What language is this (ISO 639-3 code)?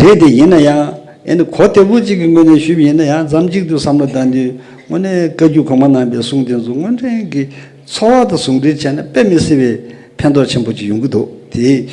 bod